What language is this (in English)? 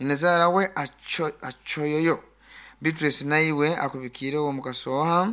Nyankole